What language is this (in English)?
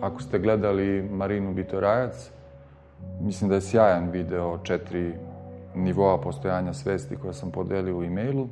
Serbian